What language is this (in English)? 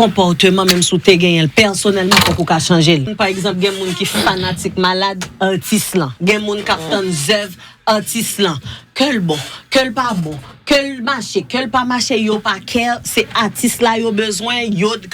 Haitian Creole